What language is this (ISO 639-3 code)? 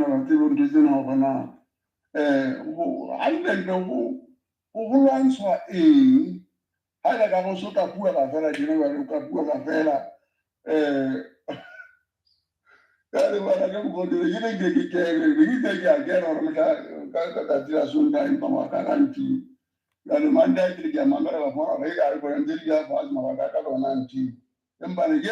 sot